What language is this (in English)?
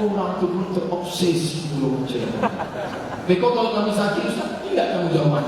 Minangkabau